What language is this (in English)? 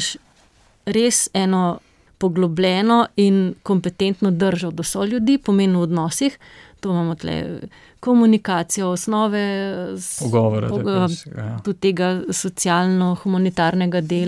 Slovenian